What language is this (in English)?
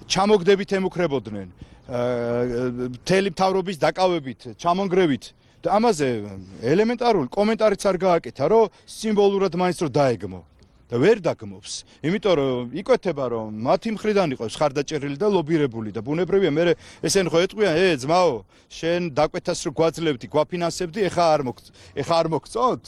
Georgian